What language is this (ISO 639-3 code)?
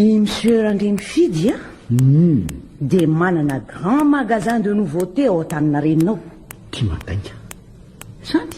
mlg